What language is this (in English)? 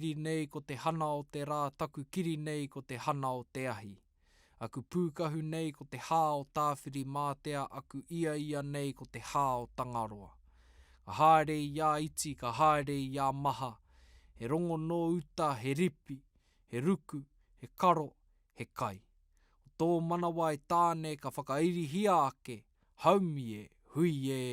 Māori